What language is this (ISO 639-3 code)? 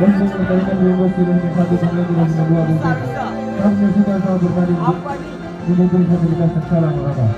abs